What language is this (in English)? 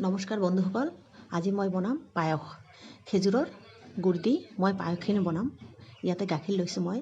Assamese